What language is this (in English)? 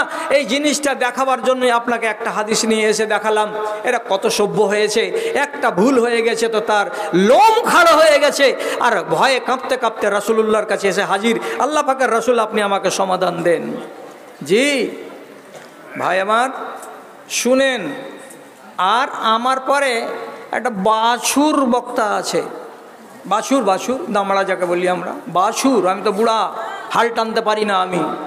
Bangla